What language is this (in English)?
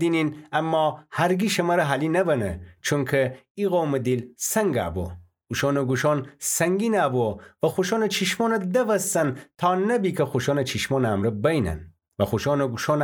Gilaki